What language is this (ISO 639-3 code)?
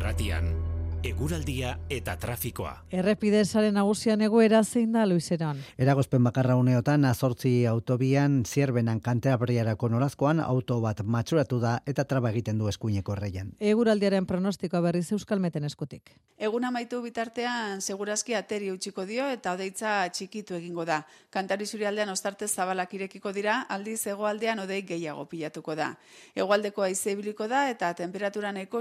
eus